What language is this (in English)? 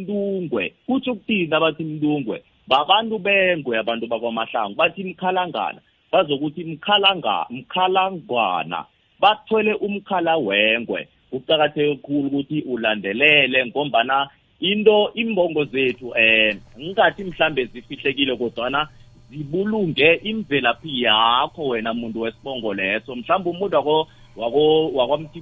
South Ndebele